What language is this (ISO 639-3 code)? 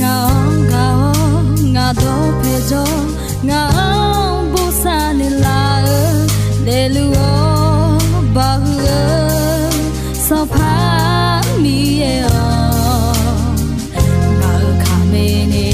ahk